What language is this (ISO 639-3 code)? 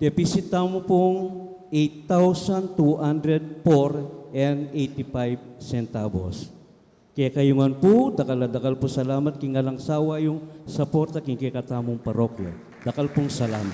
pam